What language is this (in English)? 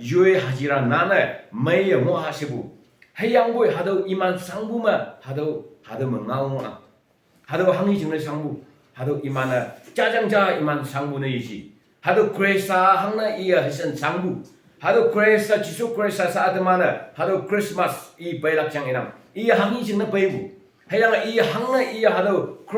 Konyak Naga